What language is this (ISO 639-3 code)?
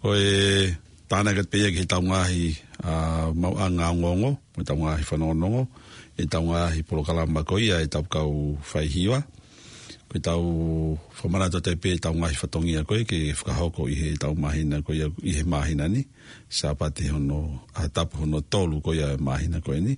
ton